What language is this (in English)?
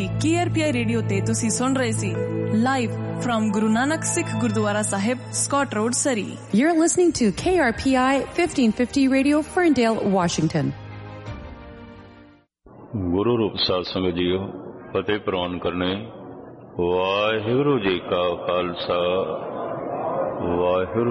Punjabi